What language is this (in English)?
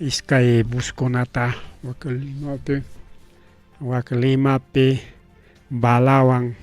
Ayacucho Quechua